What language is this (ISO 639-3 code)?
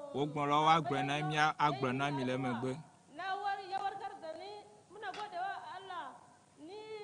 ewe